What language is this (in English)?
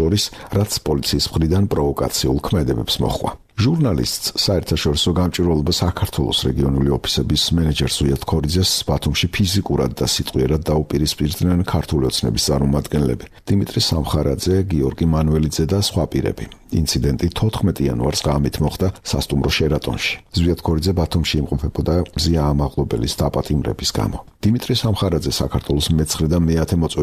Georgian